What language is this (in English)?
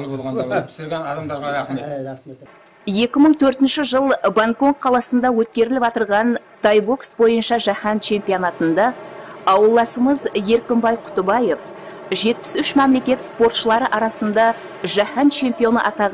Kara-Kalpak